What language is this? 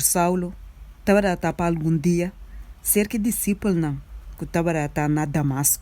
Papiamento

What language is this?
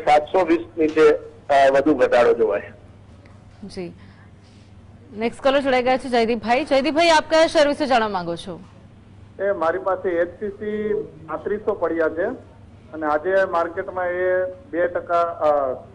Gujarati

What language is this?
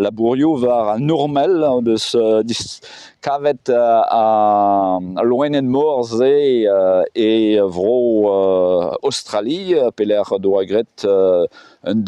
Breton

